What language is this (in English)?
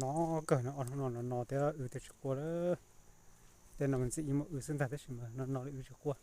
Hmong